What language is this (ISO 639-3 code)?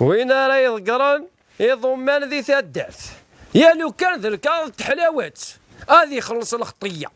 kab